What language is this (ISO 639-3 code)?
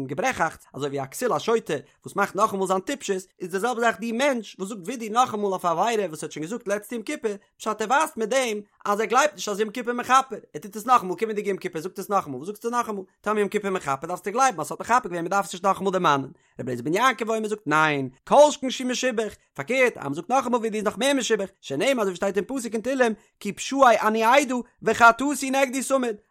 yid